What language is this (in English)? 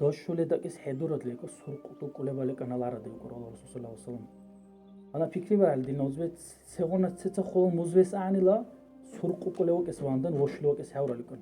Dargwa